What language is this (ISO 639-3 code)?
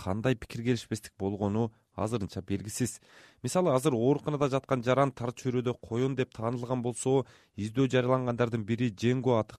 kir